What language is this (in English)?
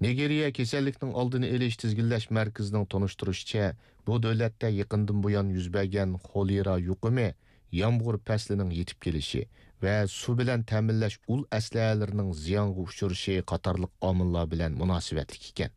Uyghur